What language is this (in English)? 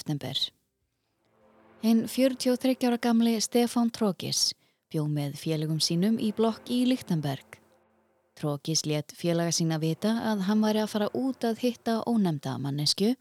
Icelandic